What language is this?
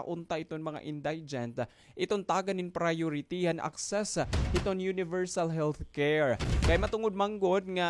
Waray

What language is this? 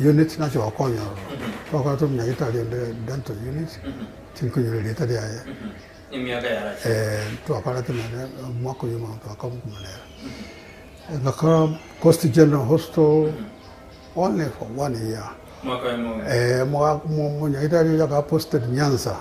Gusii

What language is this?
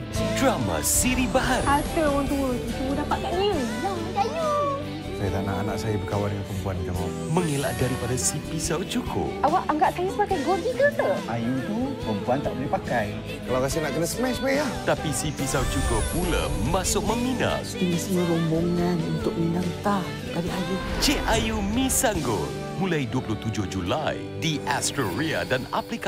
Malay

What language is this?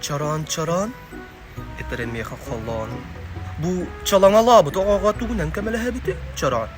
Yakut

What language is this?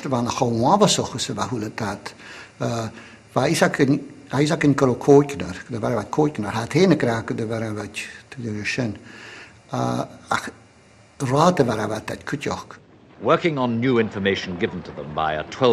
Scottish Gaelic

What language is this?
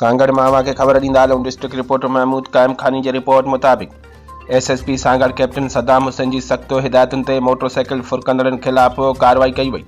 Sindhi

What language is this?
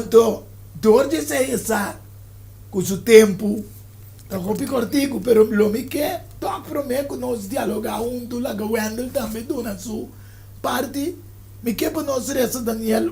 Papiamento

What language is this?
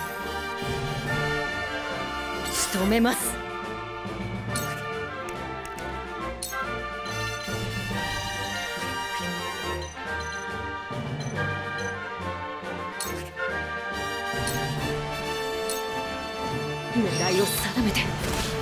Japanese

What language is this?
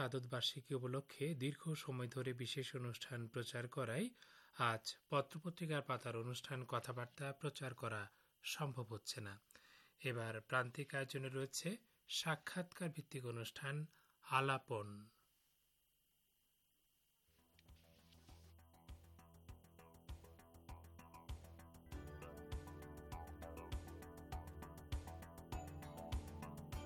Bangla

